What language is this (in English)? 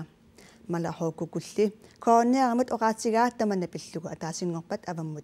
Kalaallisut